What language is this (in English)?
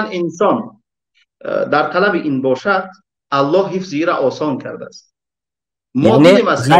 Tajik